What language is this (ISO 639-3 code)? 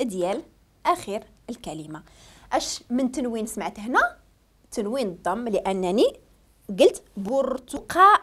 ary